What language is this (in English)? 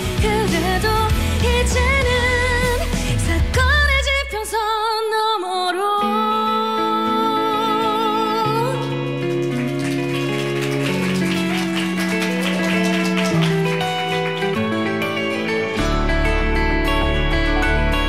Korean